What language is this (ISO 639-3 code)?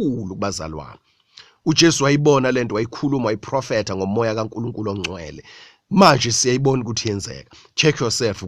zul